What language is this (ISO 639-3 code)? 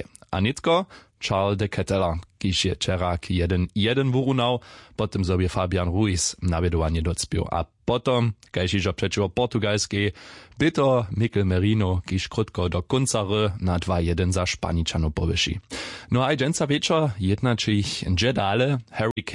hsb